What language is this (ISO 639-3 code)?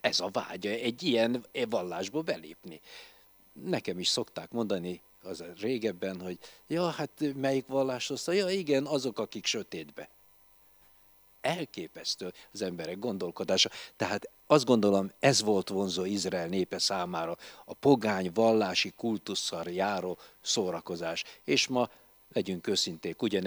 hun